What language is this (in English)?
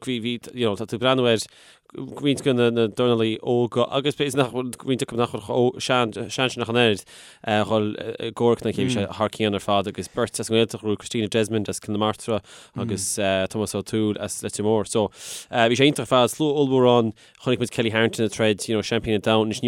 Irish